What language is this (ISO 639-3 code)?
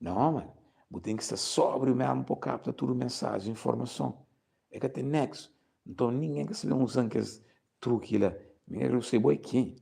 kea